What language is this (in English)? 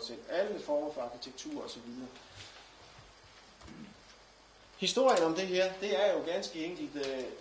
Danish